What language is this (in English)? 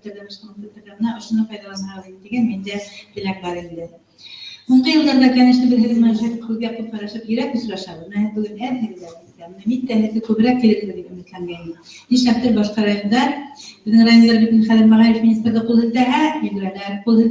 Bashkir